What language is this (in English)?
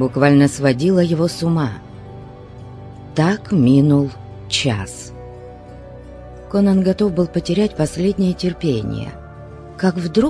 Russian